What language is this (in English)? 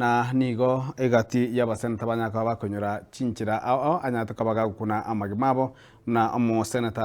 Gusii